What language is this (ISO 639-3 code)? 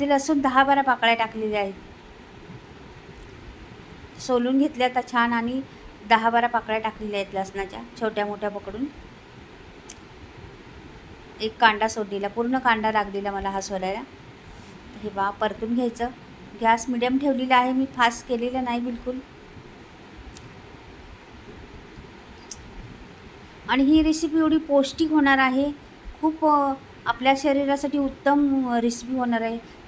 mar